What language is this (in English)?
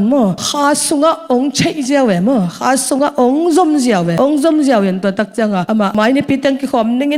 Tedim Chin